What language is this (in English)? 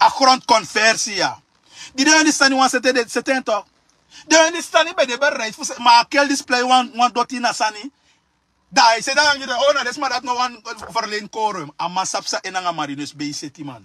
Sranan Tongo